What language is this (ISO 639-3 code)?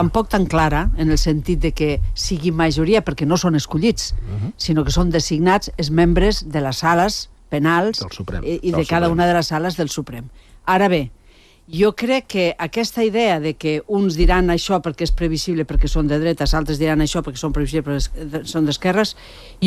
cat